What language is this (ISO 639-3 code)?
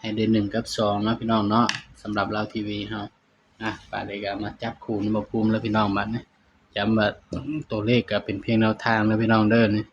tts